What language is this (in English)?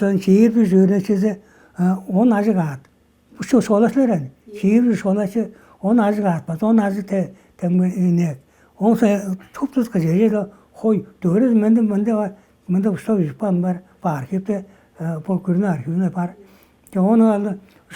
Tuvinian